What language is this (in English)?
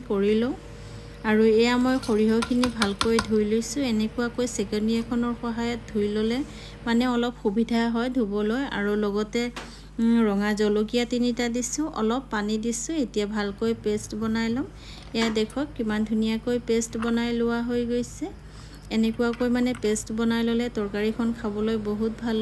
Assamese